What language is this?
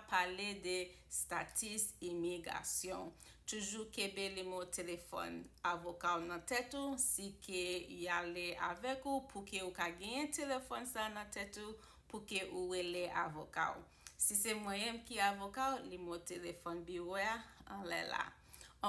Haitian Creole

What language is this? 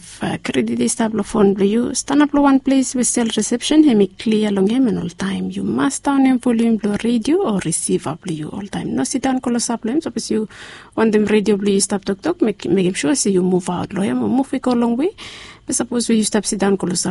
Bislama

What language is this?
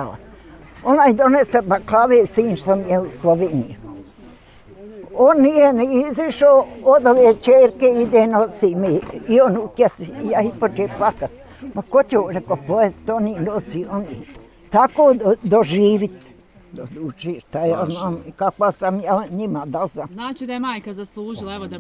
Bosnian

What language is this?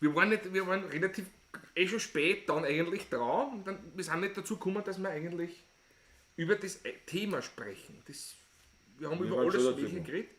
Bavarian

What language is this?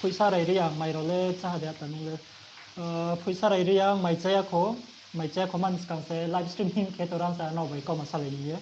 Riang (India)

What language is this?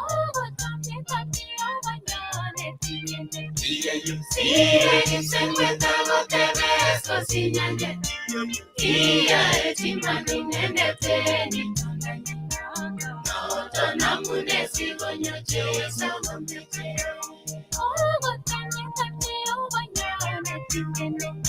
Kalenjin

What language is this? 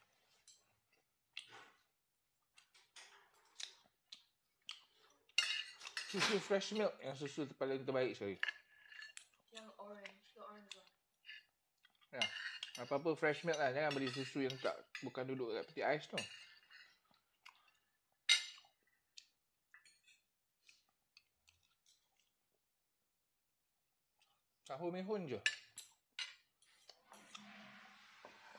Malay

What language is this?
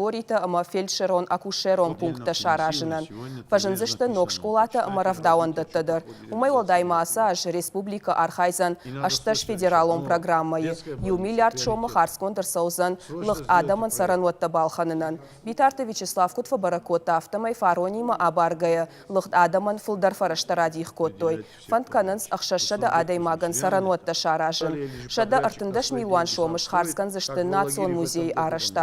Ossetic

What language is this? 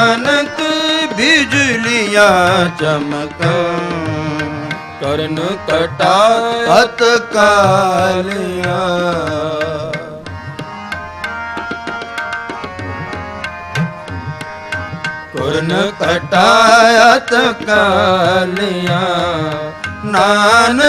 Punjabi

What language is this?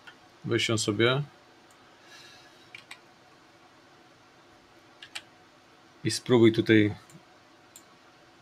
Polish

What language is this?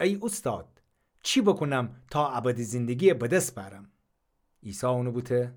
Gilaki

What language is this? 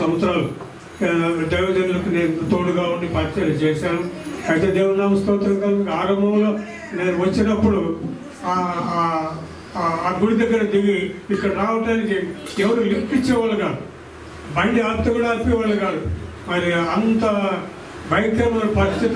Telugu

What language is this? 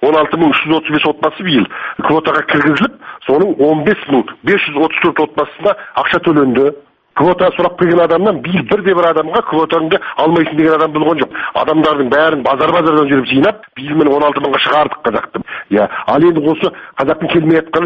Kazakh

